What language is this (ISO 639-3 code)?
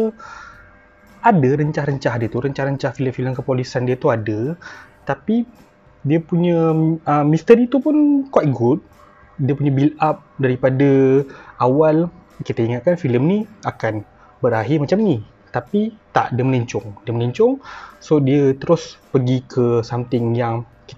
msa